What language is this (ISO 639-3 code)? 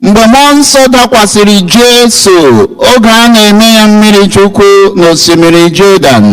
ibo